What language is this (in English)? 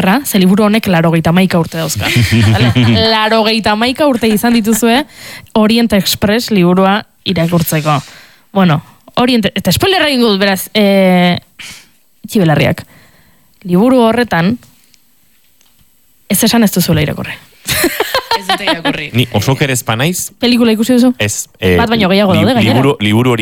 Basque